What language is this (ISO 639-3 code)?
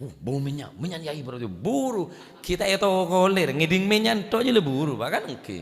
mad